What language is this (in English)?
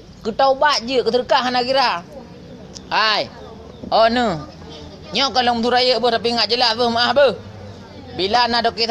Achinese